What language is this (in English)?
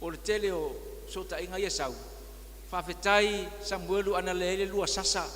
Samoan